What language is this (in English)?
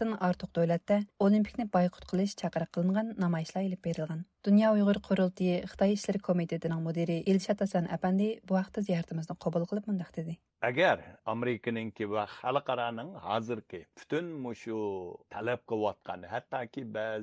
Uyghur